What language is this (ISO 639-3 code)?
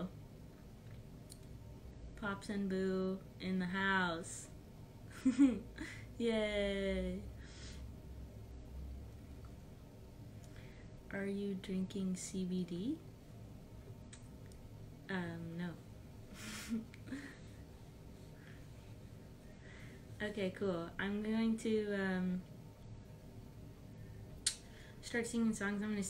eng